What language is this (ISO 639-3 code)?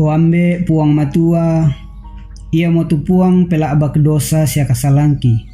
sda